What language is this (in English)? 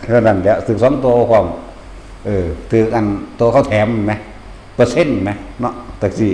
Northeastern Thai